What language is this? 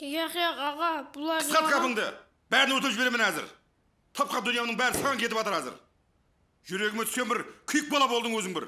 Kara-Kalpak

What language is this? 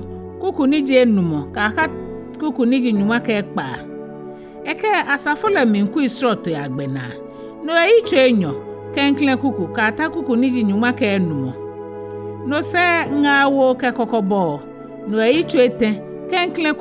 Ga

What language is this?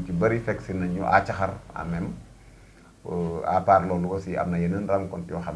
Wolof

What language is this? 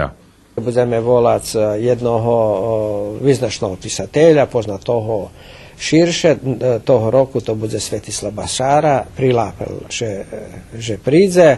Rusyn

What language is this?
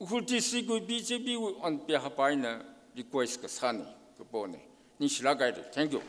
Tangkhul Naga (India)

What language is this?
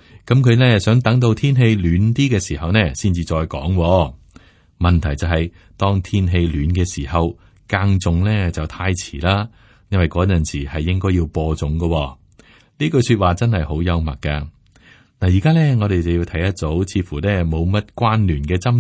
Cantonese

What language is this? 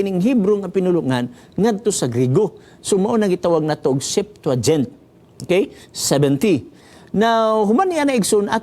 Cebuano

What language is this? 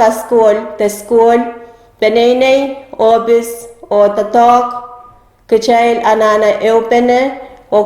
Pohnpeian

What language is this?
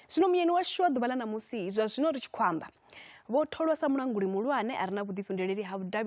Venda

